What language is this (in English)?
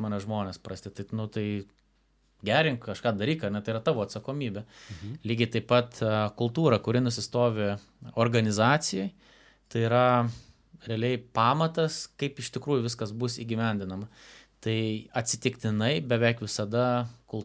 Lithuanian